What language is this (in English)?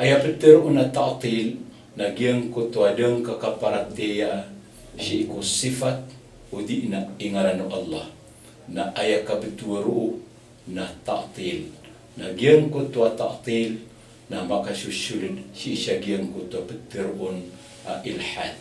Maranao